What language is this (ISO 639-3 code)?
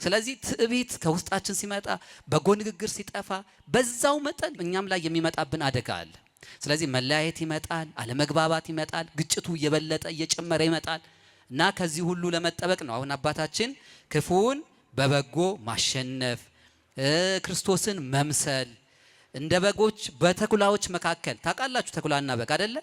amh